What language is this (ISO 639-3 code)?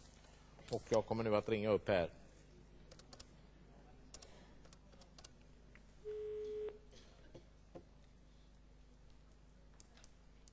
swe